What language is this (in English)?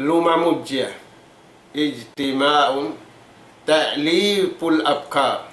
Tausug